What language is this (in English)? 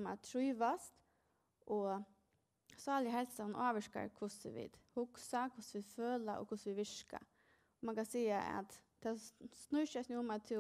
Faroese